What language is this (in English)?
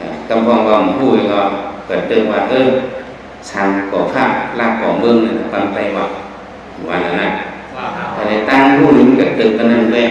Shan